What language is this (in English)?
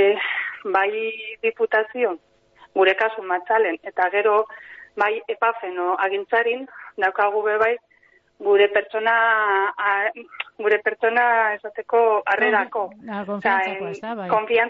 Basque